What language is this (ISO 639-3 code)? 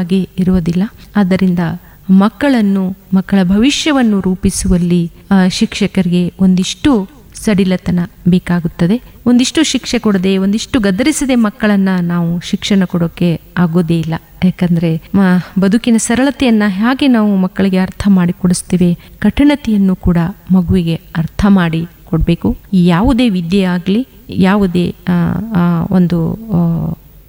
kan